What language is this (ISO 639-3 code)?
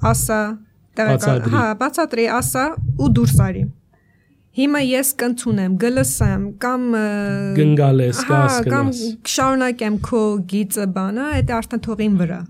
hye